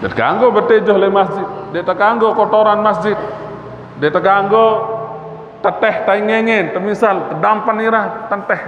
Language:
Sasak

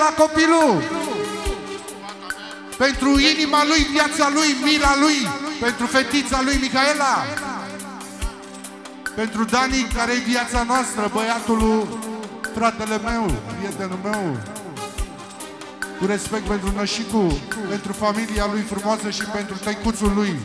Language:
Romanian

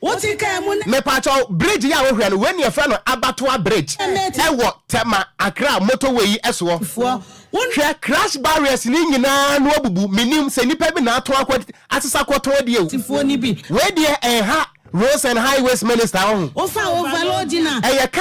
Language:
Akan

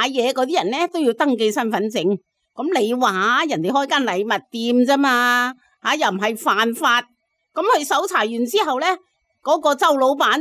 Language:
Cantonese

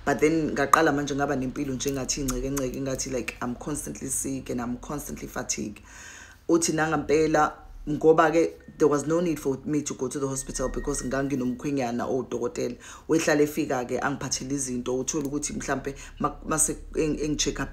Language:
Zulu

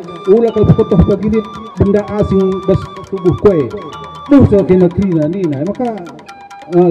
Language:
Batak Karo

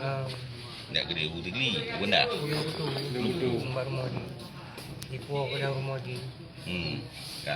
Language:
Achinese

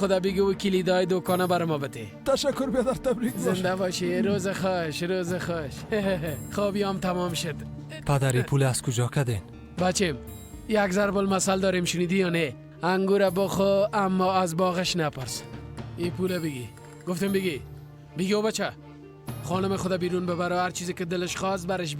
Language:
Persian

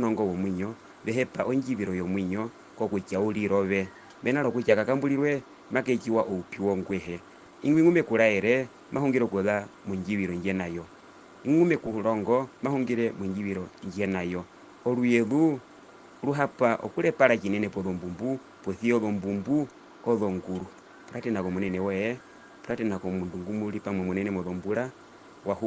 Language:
Herero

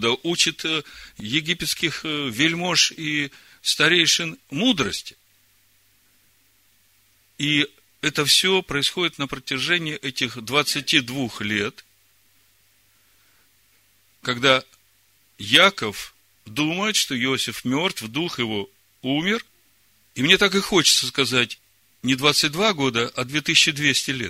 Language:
Russian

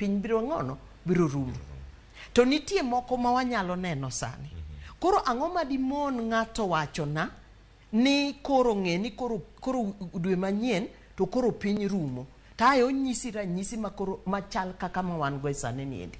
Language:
Luo (Kenya and Tanzania)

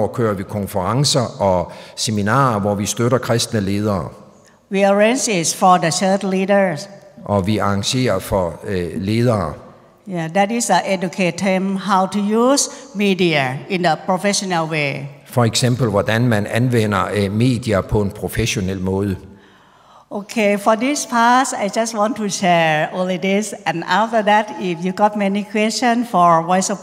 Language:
Danish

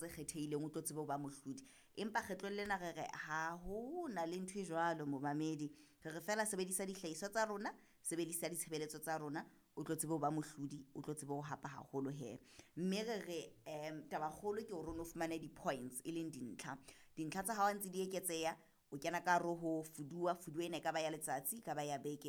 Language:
Southern Sotho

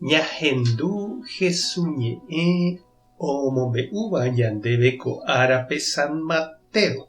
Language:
Guarani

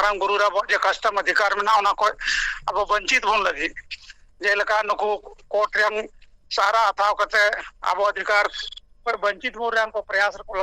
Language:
Santali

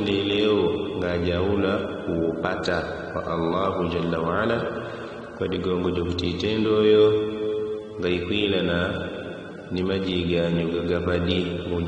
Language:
Yao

